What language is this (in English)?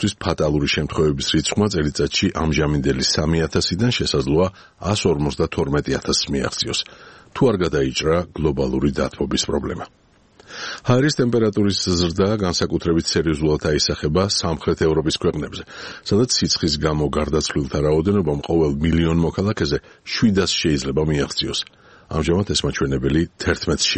Georgian